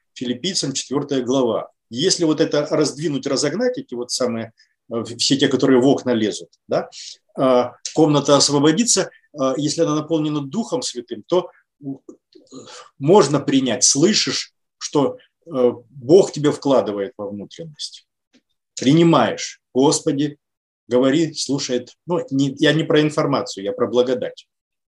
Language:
Russian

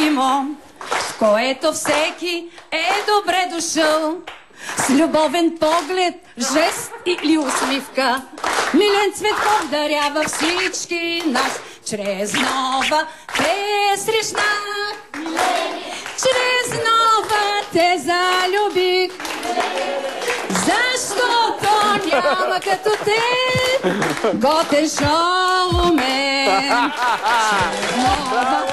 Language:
Bulgarian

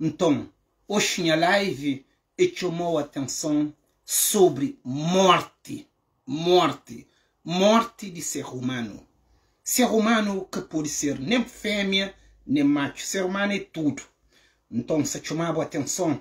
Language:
Kabuverdianu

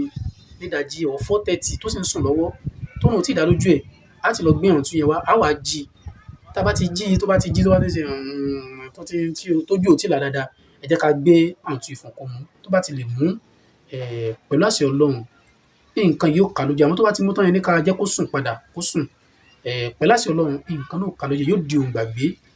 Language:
Yoruba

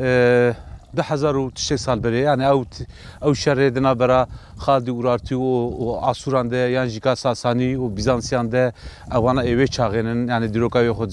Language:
Kurdish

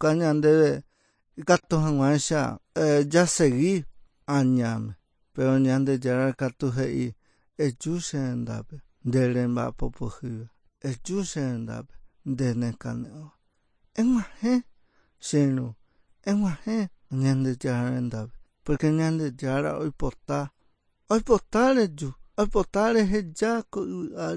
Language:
Guarani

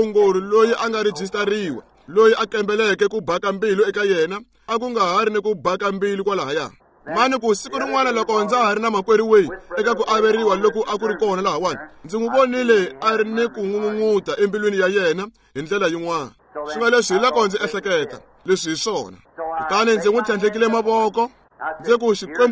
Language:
Tsonga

